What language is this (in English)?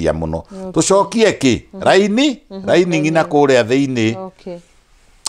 Kikuyu